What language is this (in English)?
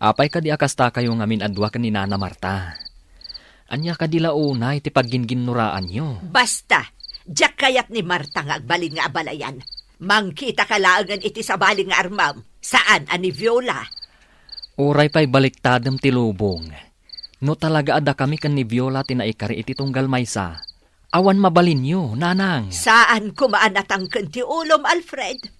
Iloko